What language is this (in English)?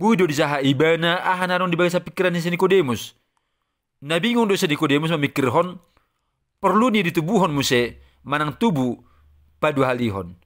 Batak Toba